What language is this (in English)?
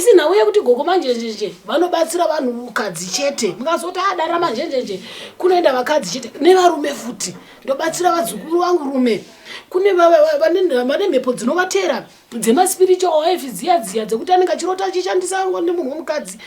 Shona